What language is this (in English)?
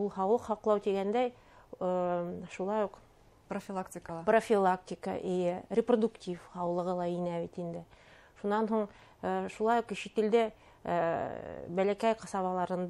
Bashkir